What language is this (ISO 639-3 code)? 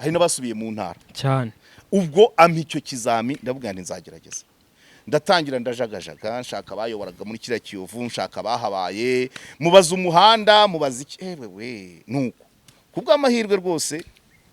kin